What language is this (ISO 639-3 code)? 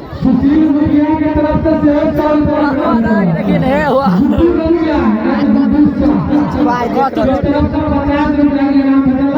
mai